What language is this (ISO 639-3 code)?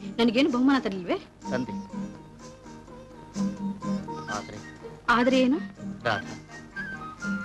kan